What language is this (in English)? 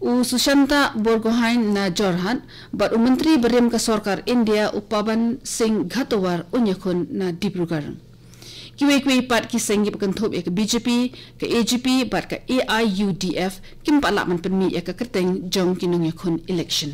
Khasi